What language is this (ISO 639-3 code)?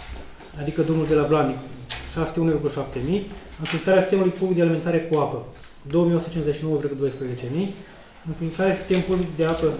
ron